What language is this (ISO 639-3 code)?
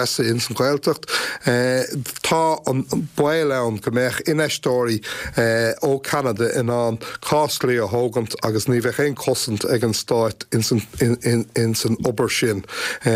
gle